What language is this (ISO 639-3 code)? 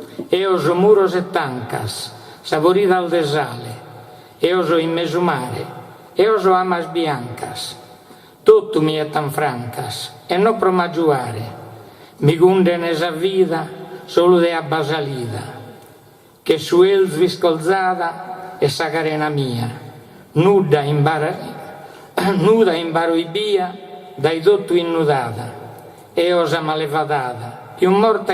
srd